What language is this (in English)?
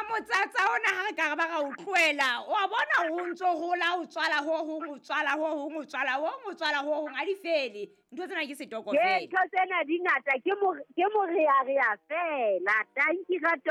Southern Sotho